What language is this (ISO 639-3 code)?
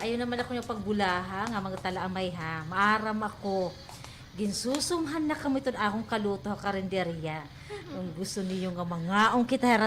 war